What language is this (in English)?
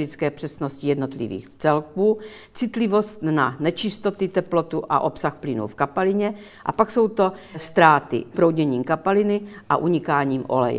Czech